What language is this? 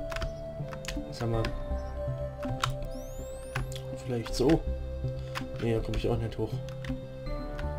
German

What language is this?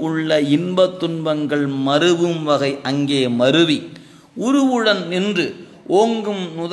Tamil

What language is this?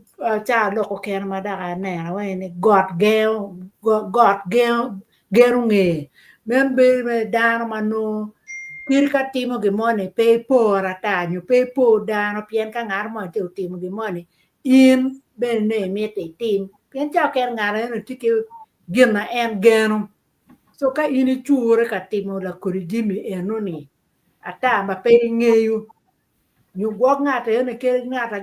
Acoli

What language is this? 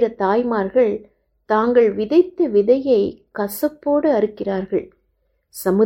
Tamil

